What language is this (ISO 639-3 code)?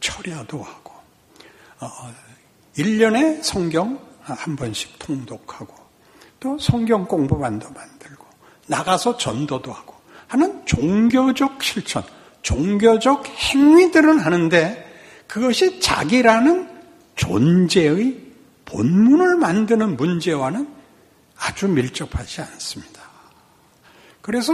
kor